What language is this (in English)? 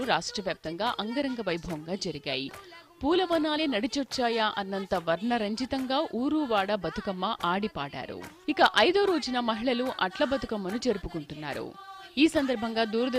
Telugu